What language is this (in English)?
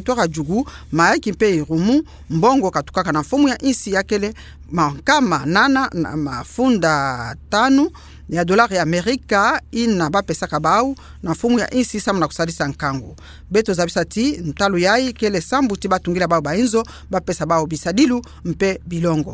Kituba (Democratic Republic of Congo)